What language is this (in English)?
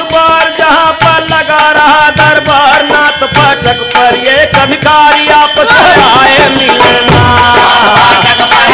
Bhojpuri